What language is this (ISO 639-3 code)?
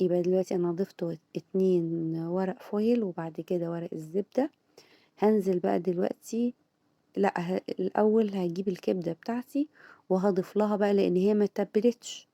arz